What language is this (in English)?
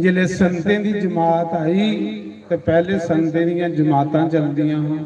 Dogri